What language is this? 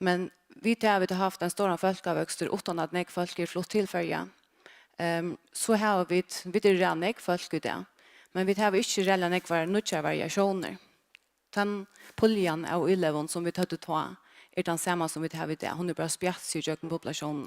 Faroese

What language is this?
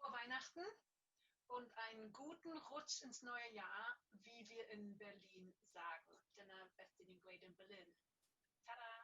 Welsh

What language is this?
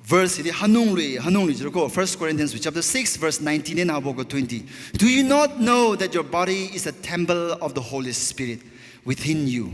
Tangkhul Naga (India)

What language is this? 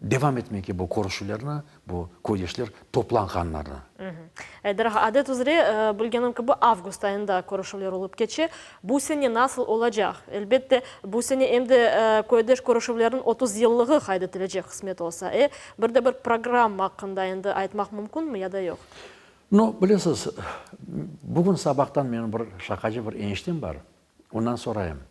Crimean Tatar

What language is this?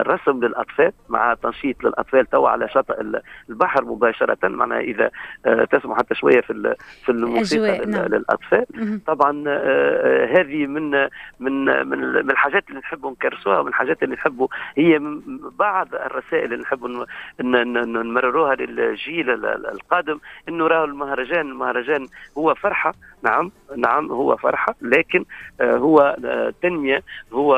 Tunisian Arabic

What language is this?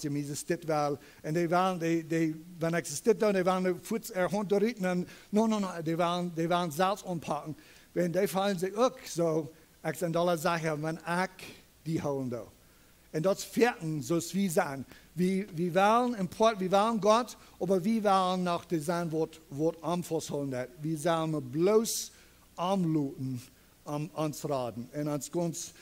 Plautdietsch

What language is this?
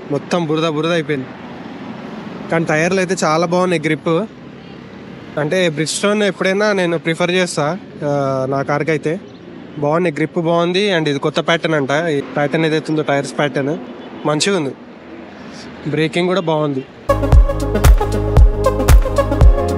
Telugu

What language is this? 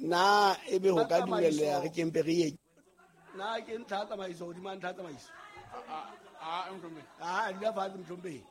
Southern Sotho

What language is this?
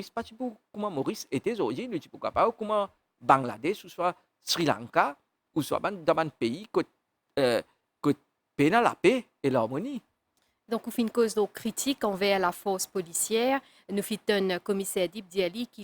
Morisyen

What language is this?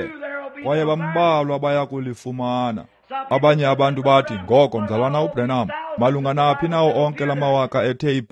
Xhosa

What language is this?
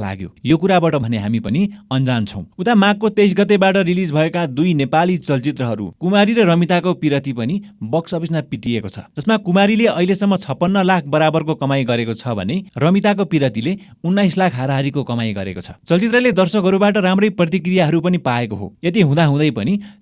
Nepali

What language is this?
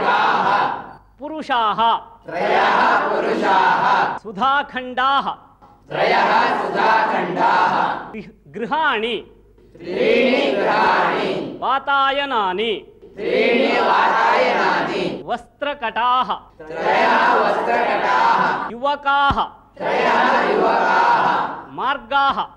Sanskrit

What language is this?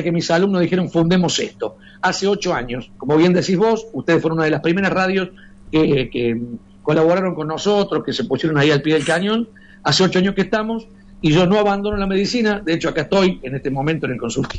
Spanish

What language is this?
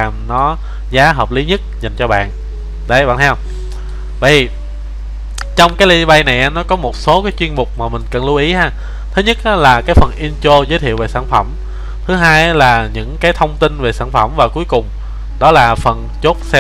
Vietnamese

